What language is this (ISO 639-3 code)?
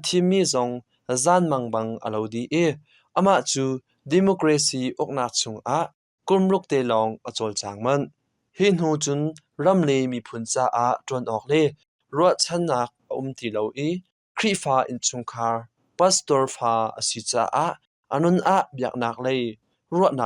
cnh